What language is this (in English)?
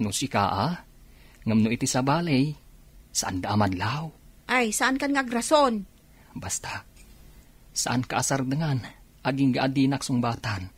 Iloko